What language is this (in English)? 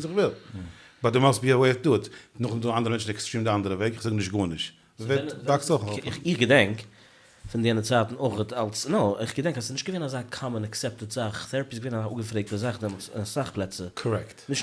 Yiddish